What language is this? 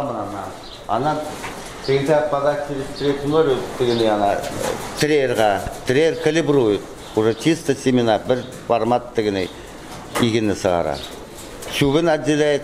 Bashkir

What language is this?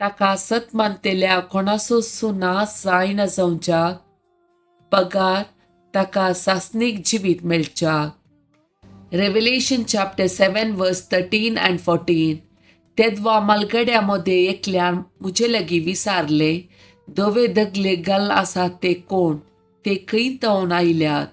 Konkani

